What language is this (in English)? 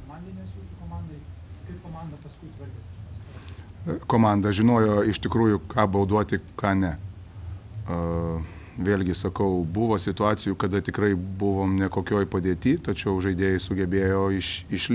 Lithuanian